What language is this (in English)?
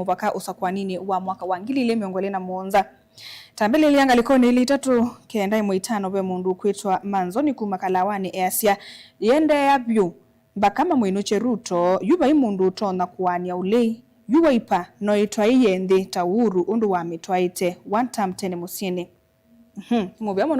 Kamba